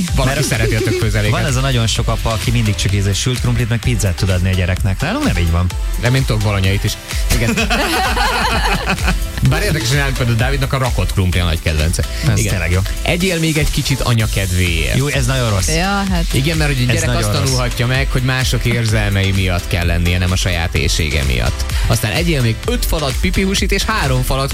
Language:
Hungarian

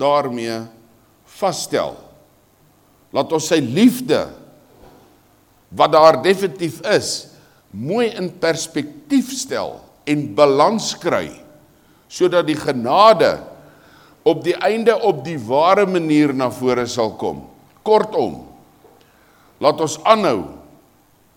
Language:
Afrikaans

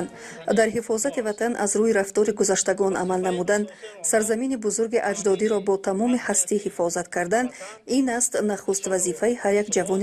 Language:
Tajik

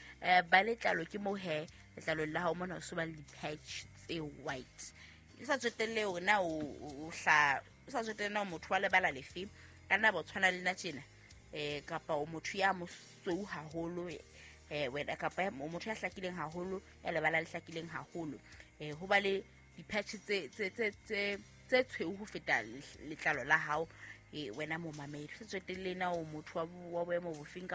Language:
Southern Sotho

